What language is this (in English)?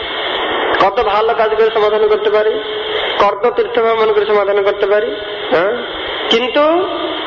Bangla